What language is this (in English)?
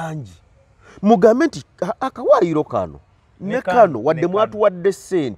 Ganda